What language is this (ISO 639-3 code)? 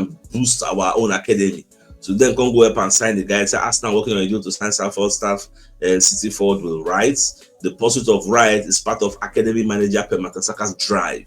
pcm